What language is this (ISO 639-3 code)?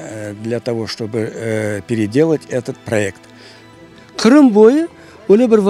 crh